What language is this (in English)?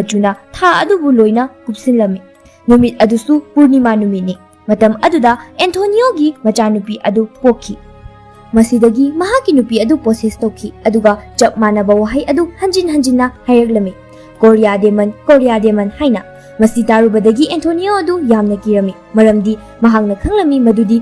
Manipuri